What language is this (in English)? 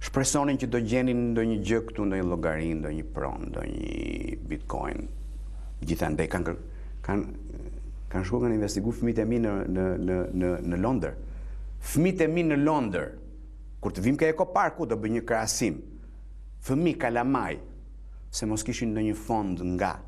Albanian